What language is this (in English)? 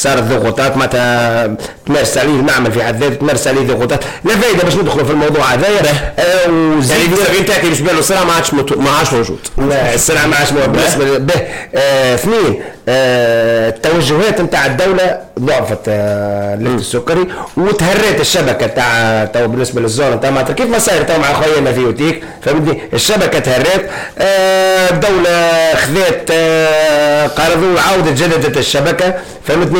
Tunisian Arabic